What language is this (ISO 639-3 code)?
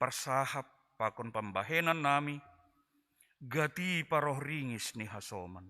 bts